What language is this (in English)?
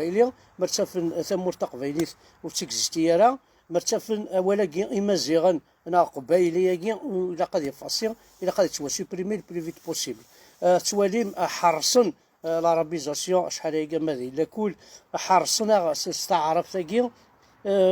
Kabyle